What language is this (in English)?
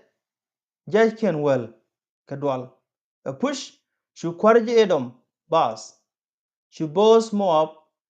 Nuer